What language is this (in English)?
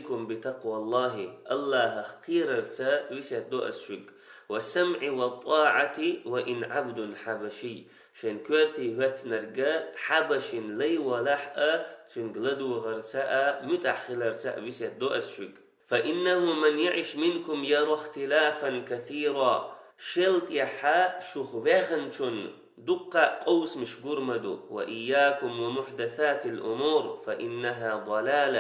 Chechen